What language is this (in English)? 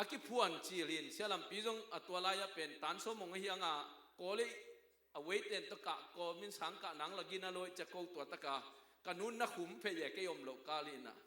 Tedim Chin